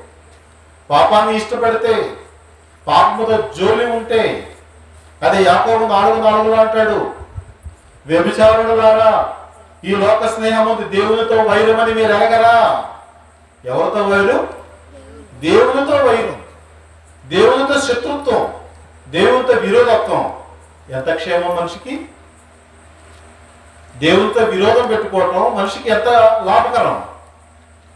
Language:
Telugu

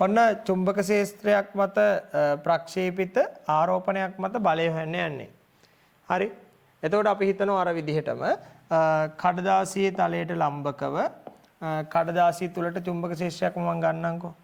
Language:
Sinhala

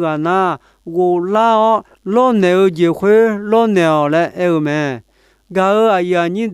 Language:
Akha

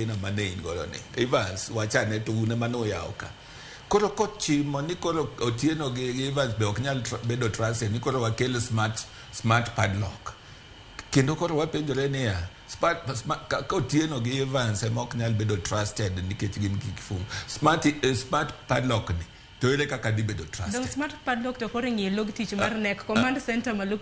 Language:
Luo (Kenya and Tanzania)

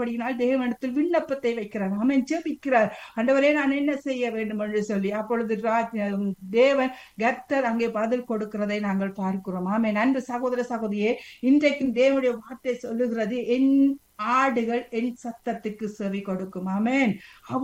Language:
Tamil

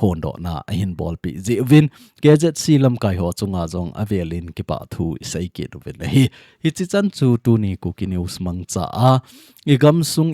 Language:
Thado Chin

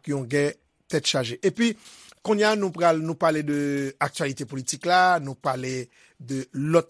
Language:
Haitian Creole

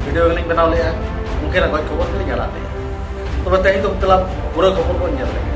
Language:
Santali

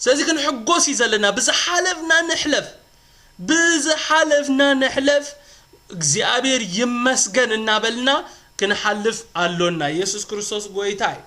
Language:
Tigrinya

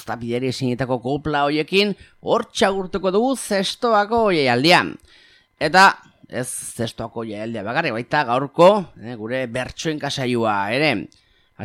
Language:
Basque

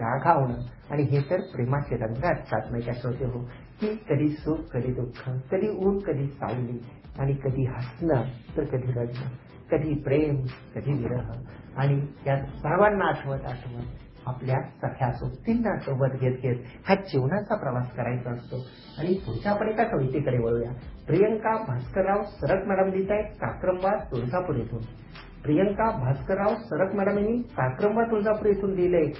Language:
Marathi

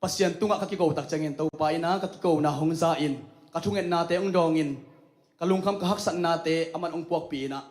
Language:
Tedim Chin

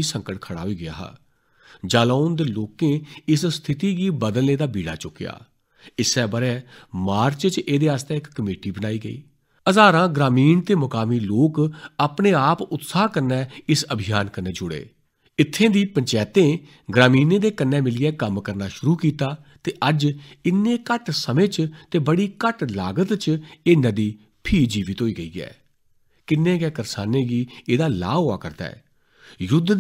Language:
Dogri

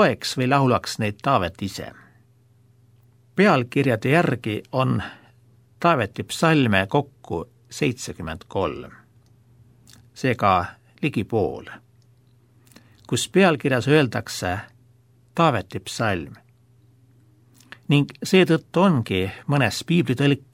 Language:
Estonian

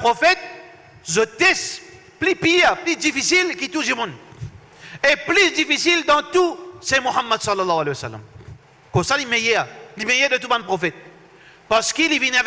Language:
Morisyen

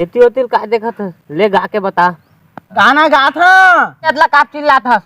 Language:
Chhattisgarhi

